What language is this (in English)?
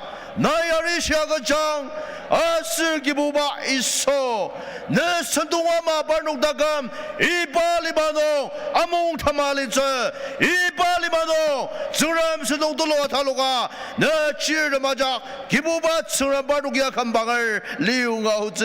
Ao Naga